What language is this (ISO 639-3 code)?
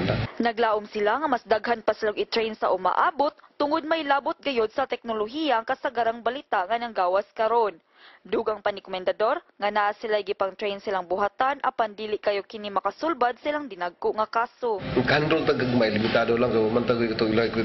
ceb